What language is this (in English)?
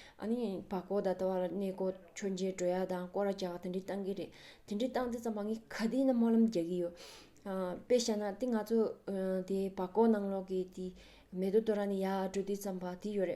Tibetan